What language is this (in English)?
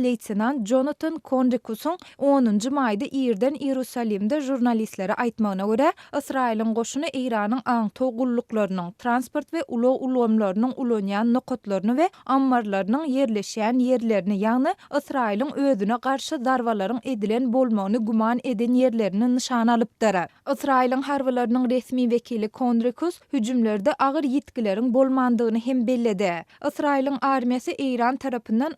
Turkmen